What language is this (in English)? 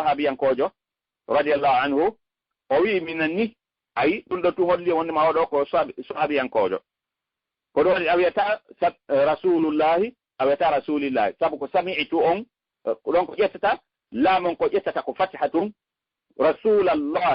Fula